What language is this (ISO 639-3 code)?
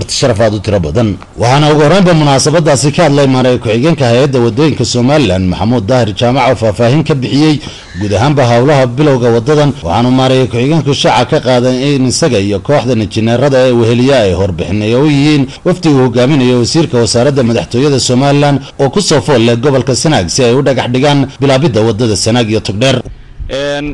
som